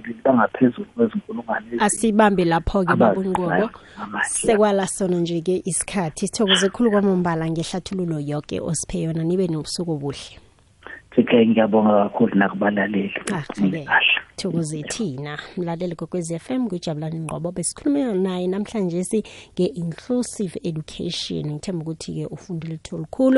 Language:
South Ndebele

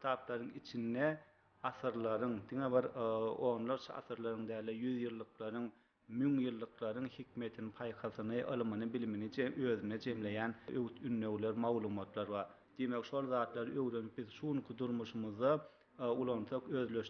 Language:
Turkmen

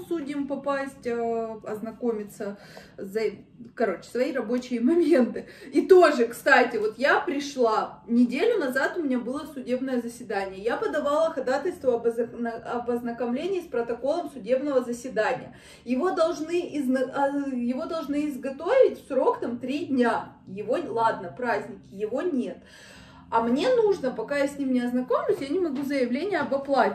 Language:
Russian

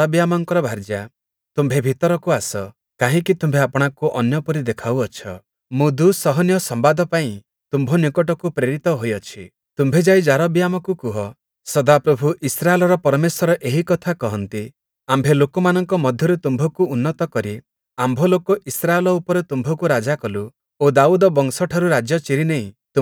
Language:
Odia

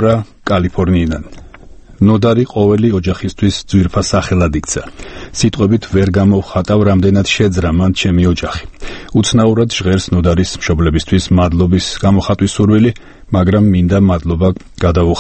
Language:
Georgian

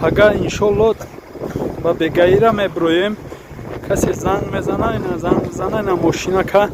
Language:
Tajik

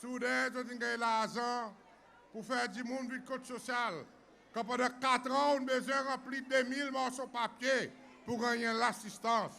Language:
Seselwa Creole French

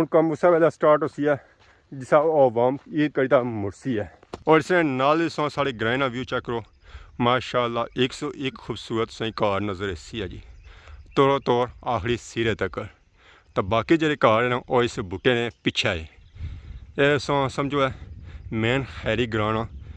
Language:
Pahari-Potwari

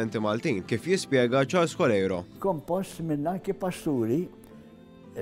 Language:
Maltese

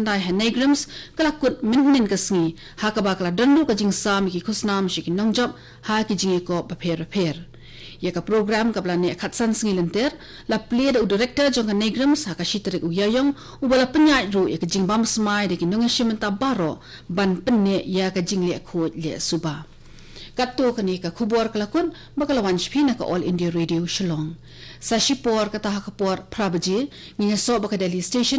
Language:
Khasi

